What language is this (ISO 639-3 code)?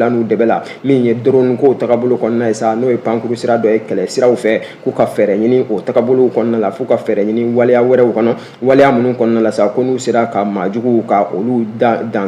bam